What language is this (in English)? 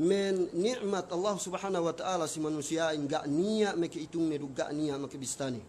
Yakan